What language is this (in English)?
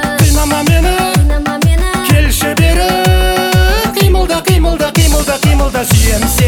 Kazakh